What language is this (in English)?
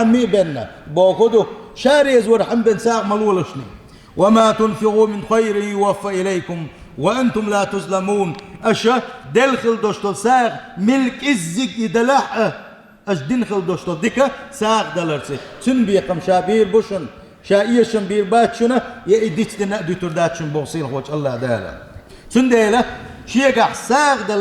Chechen